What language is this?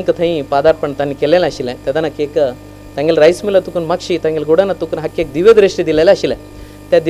Konkani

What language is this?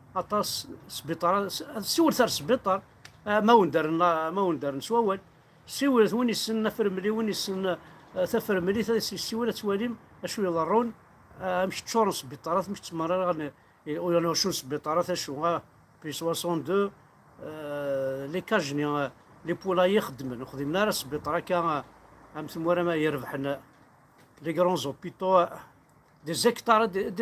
Kabyle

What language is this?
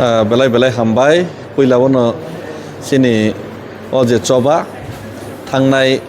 Kok Borok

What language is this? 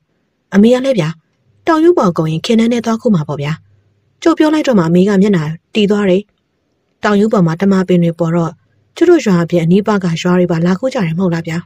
Burmese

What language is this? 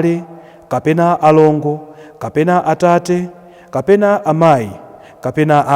Nyanja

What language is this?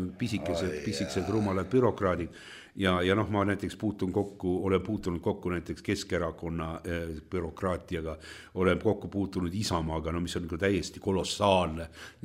Estonian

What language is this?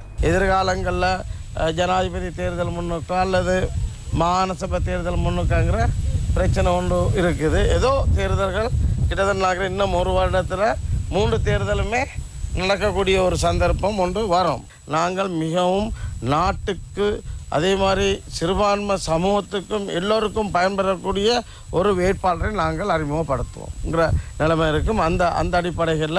Tamil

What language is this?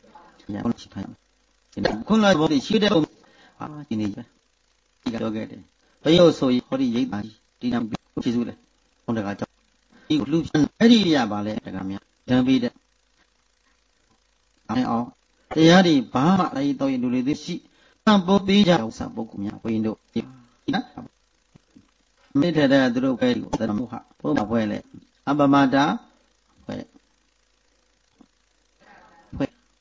Burmese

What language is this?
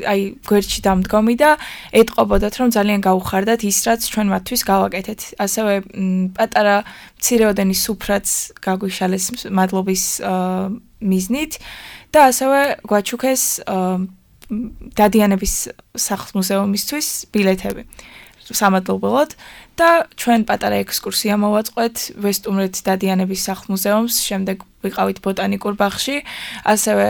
Georgian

